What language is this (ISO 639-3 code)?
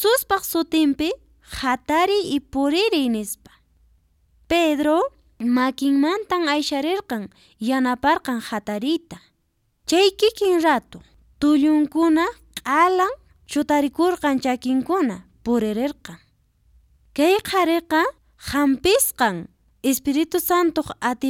que